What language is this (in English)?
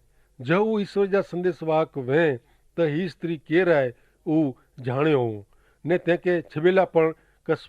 Kachhi